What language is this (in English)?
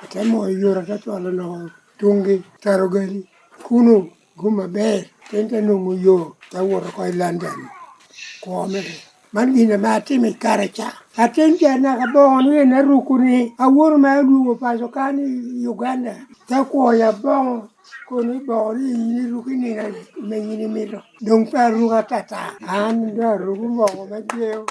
Lango (Uganda)